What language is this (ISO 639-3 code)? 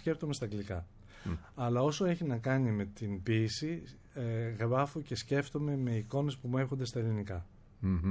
ell